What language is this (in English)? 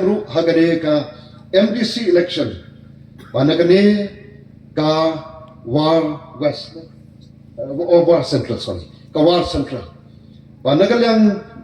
Khasi